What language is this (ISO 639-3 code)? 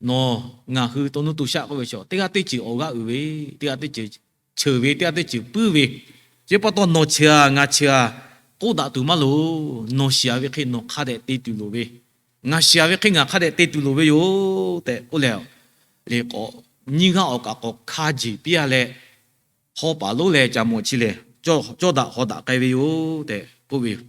lhu